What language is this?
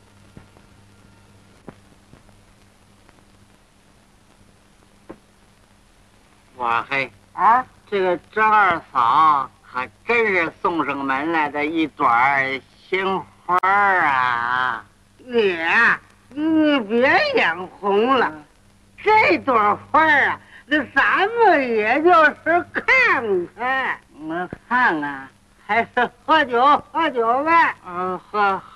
Chinese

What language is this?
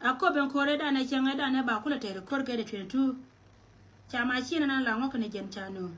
Nuer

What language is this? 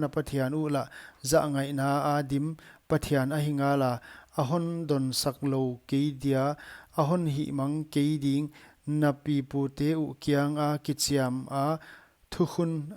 Paite Chin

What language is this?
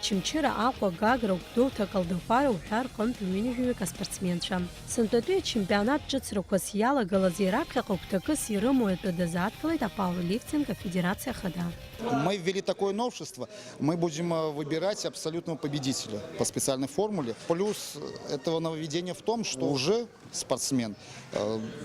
Abkhazian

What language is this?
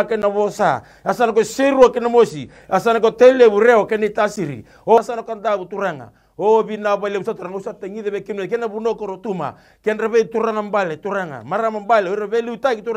Fijian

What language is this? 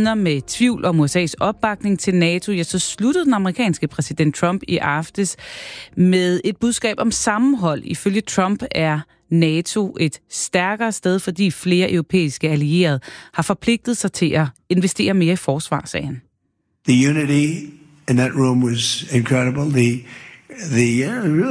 Danish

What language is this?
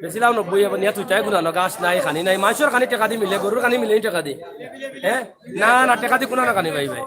Sylheti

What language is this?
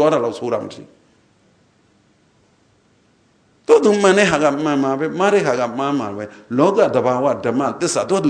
Burmese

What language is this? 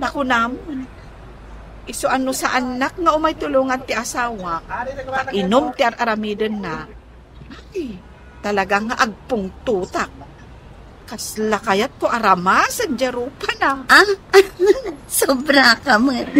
Iloko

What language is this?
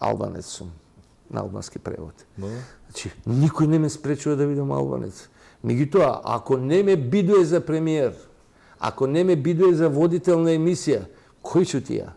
Macedonian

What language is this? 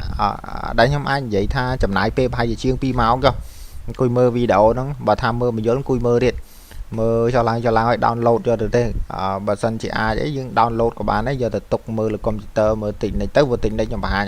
Khmer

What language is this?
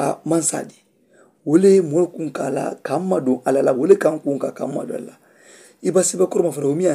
Mandingo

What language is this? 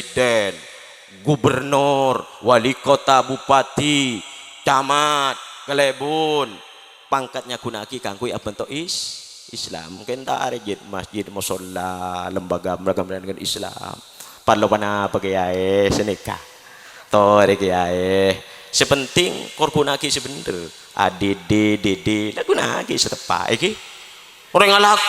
Madurese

